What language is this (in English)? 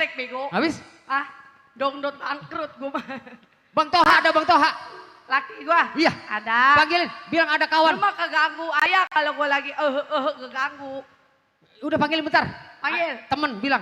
Betawi